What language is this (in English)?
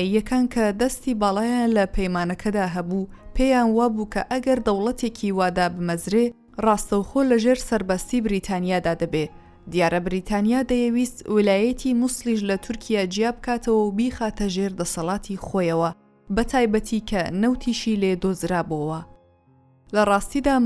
Central Kurdish